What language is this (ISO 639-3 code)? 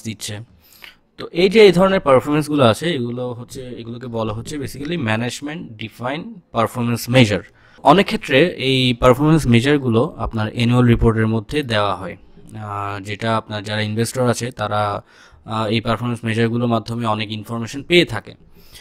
ben